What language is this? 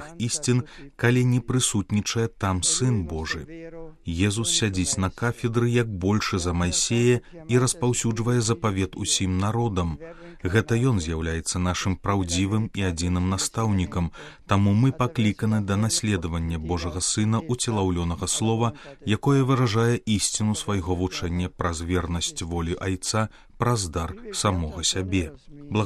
Belarusian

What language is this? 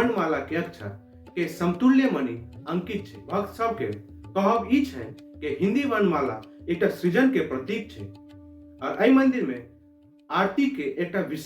Maithili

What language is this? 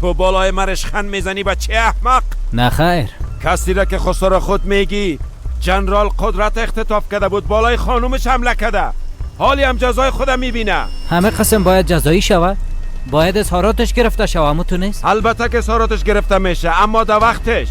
Persian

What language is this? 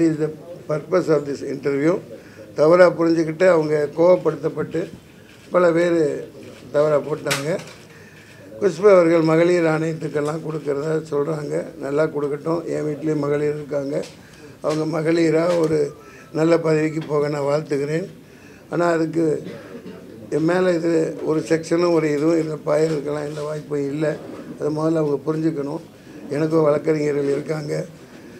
Tamil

